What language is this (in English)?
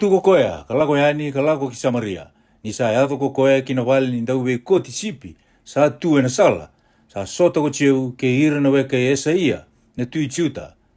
Fijian